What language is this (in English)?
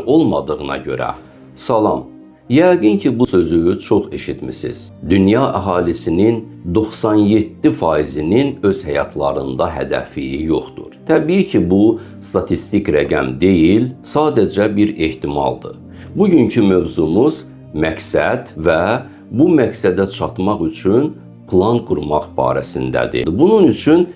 Azerbaijani